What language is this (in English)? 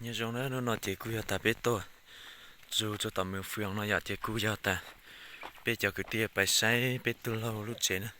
Hmong